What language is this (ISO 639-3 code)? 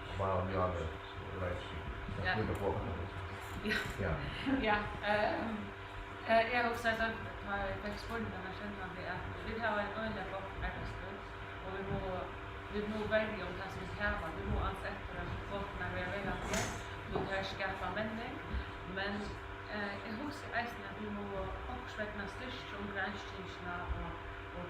fao